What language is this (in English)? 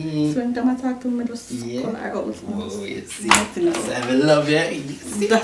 Jamaican Creole English